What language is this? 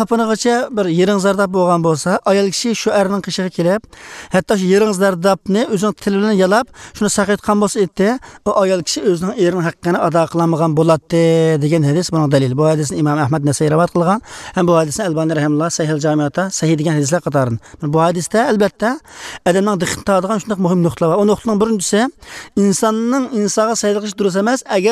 Uyghur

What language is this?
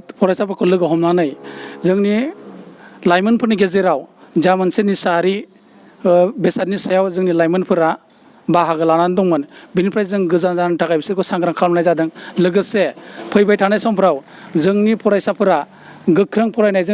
Bodo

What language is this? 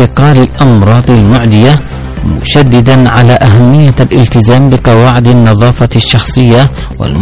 Arabic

